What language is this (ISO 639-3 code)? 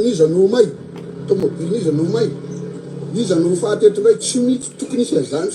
mlg